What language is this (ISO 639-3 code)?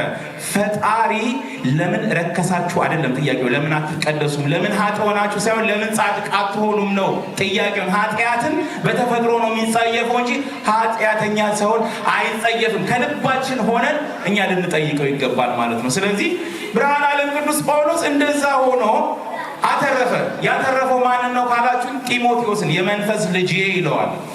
amh